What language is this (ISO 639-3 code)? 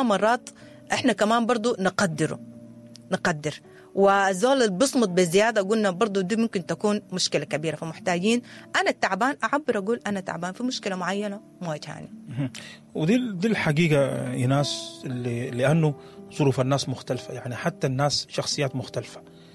apd